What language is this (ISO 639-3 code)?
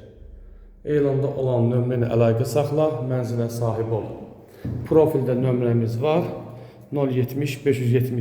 aze